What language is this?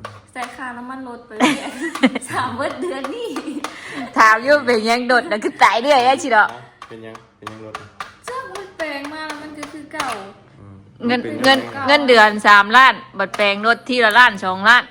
Northeastern Thai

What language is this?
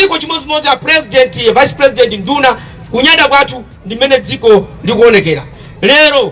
Nyanja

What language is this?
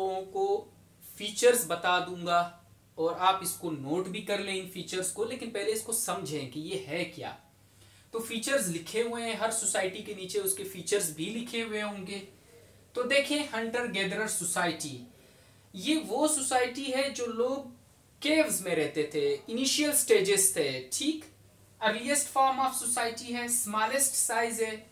Hindi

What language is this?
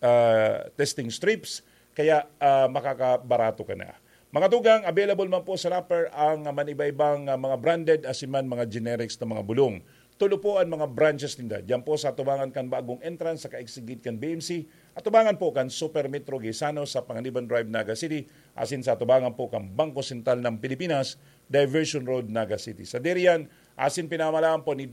Bikol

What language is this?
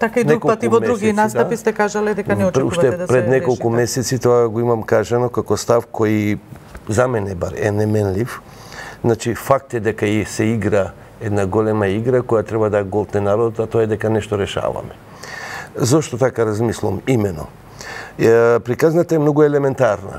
Macedonian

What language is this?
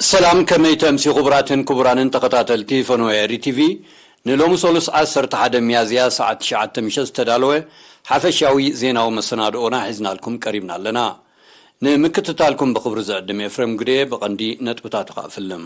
Tigrinya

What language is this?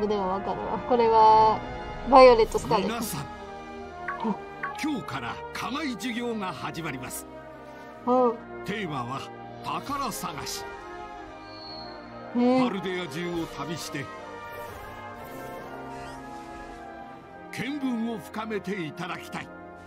Japanese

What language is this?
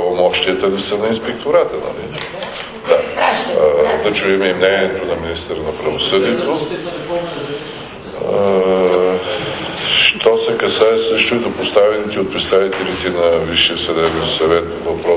Bulgarian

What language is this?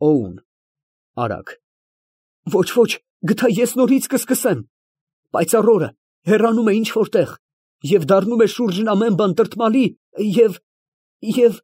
Armenian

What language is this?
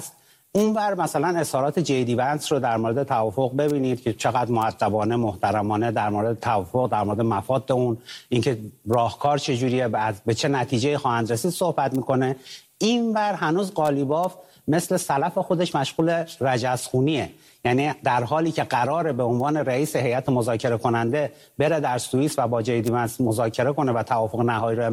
Persian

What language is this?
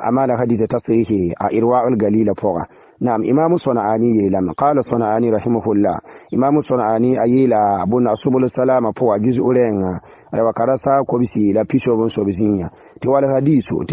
Mossi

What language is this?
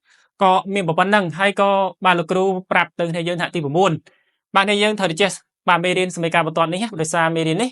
Khmer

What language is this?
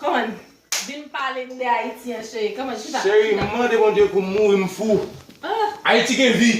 Haitian Creole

